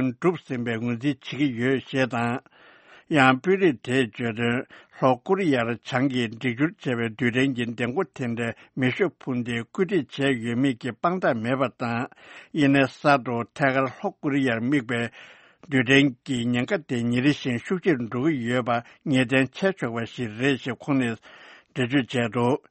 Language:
Tibetan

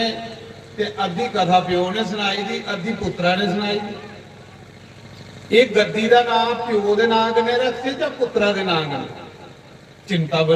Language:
Dogri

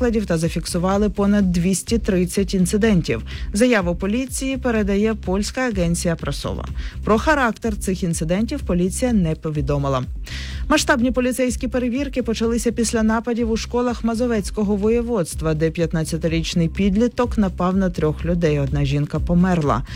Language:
Ukrainian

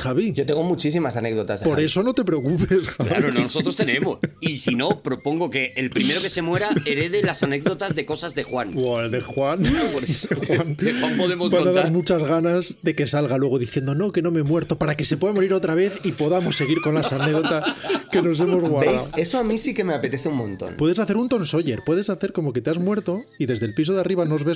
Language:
Spanish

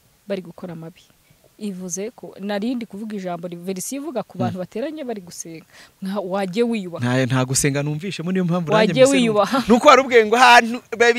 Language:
Kinyarwanda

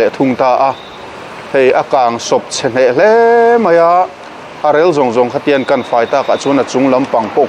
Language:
Mizo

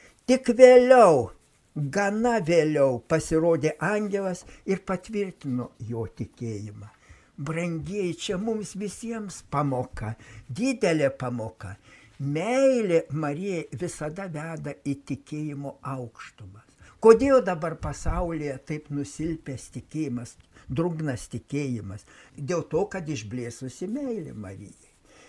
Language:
Lithuanian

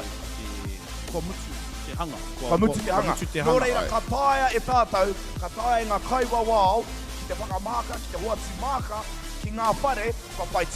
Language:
Māori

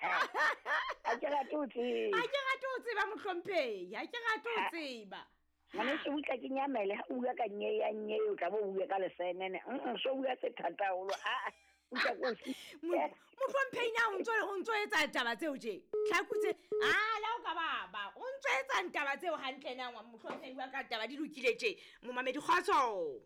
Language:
Southern Sotho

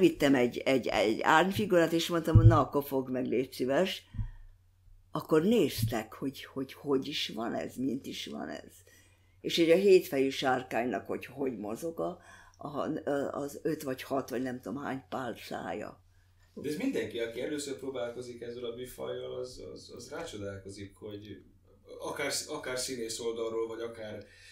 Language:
Hungarian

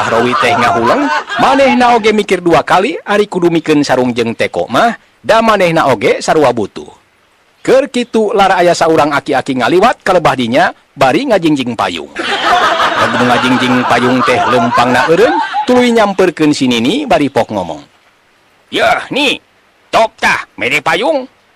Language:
Sundanese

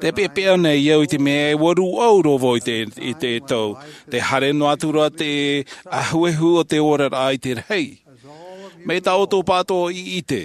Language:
Tahitian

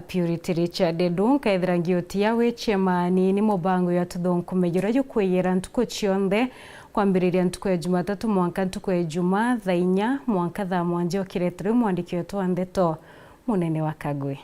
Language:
Meru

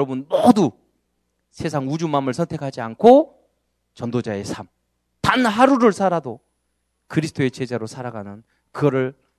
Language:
Korean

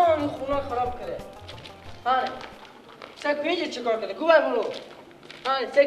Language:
Persian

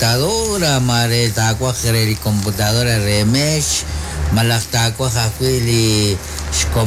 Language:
Kekchí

